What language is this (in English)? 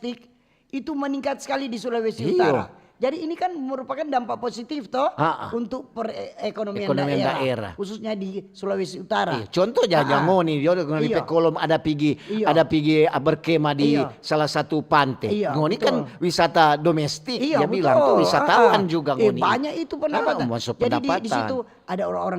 Manado Malay